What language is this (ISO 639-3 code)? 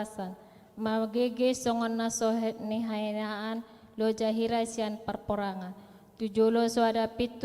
bbc